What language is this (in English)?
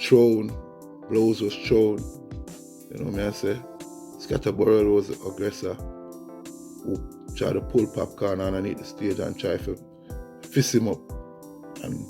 Jamaican Creole English